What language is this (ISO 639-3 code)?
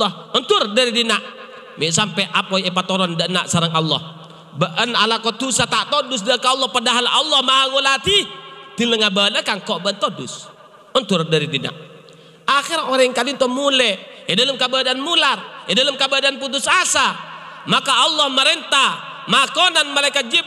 mad